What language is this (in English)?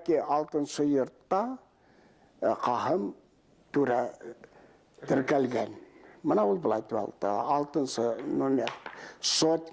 Bashkir